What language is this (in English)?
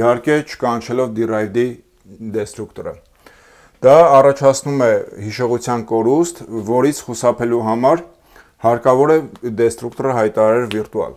Armenian